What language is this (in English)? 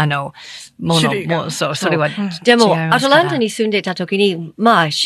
Japanese